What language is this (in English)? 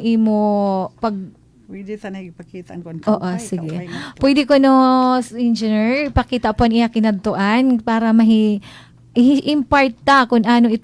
Waray